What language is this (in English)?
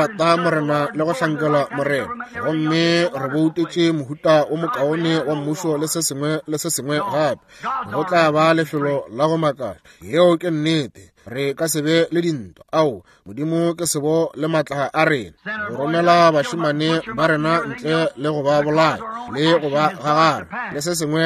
Northern Sotho